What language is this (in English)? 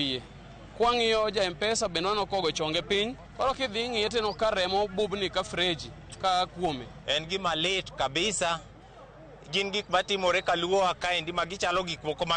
Luo (Kenya and Tanzania)